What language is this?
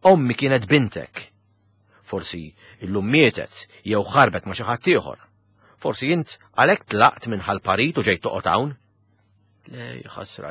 Maltese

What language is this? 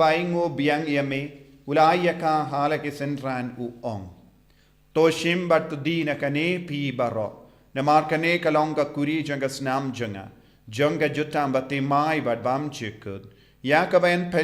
Khasi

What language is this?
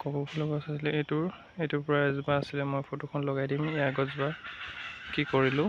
Assamese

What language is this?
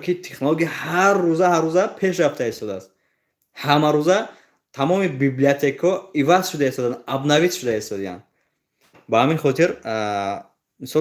Tajik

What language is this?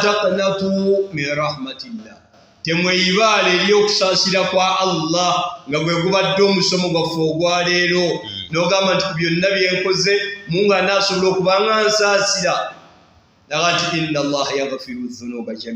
Ganda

